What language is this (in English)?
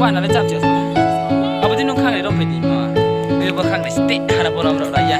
Riang (India)